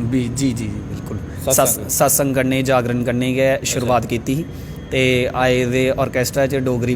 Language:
Dogri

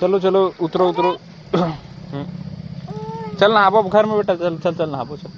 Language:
Chhattisgarhi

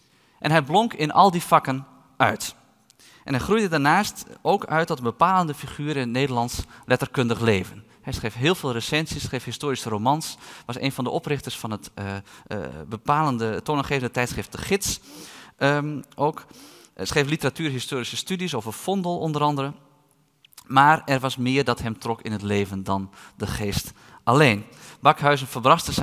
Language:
Dutch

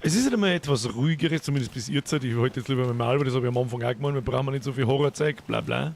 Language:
Bavarian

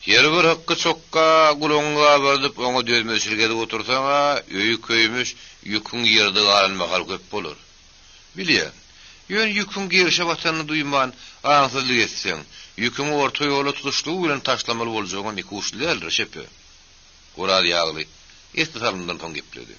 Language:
Turkmen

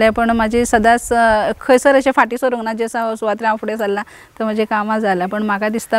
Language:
Konkani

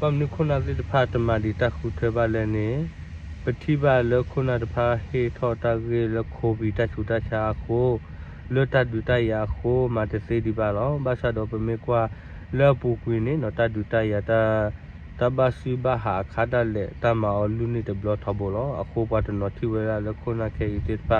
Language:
S'gaw Karen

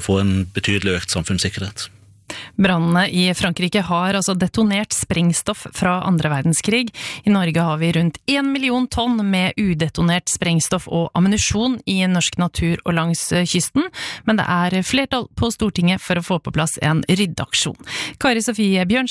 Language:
Norwegian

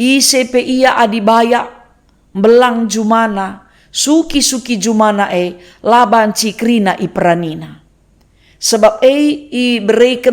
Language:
Batak Karo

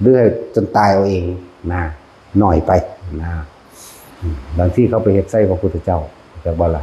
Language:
Northeastern Thai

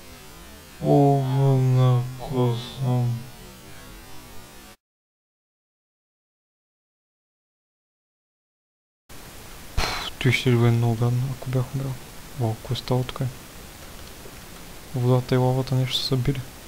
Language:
Bulgarian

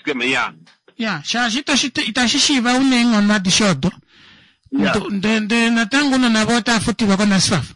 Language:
Kuanyama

